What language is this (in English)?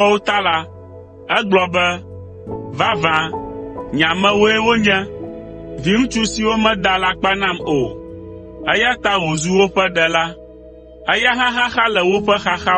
Ewe